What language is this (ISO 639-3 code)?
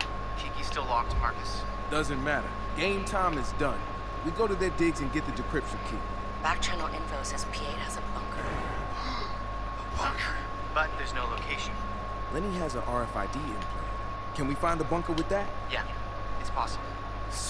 eng